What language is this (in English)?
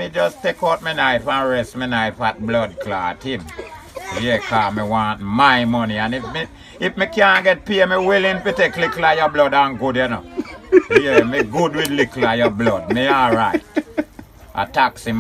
Jamaican Creole English